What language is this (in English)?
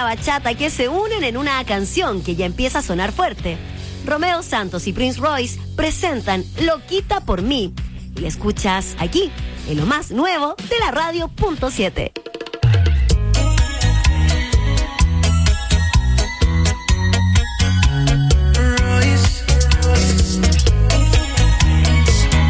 Spanish